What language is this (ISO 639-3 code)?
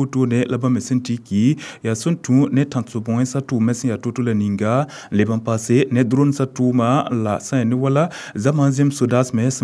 mos